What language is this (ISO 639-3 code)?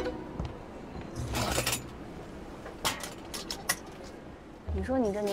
zho